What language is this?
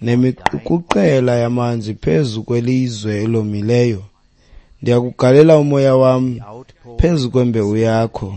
Xhosa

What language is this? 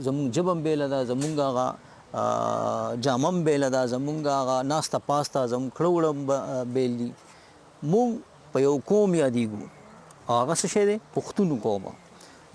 Pashto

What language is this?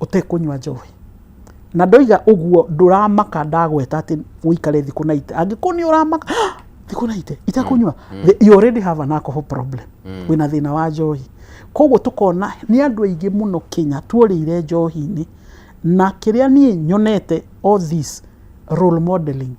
Kikuyu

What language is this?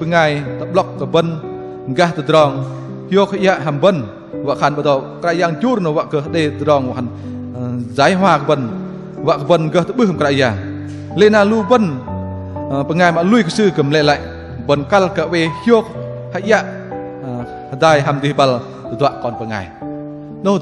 Bahnar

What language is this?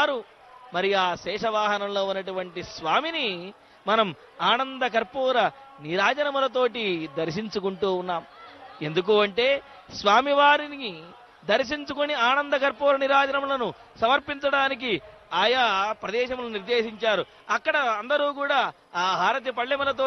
Telugu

